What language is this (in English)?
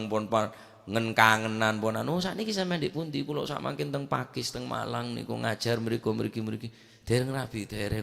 Madurese